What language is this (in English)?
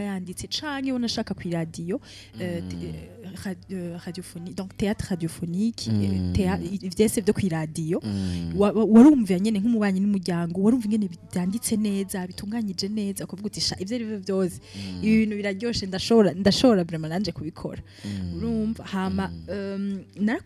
Rundi